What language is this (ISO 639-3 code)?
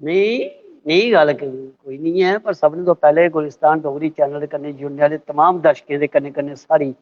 doi